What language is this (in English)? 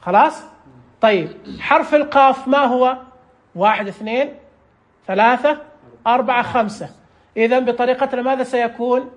Najdi Arabic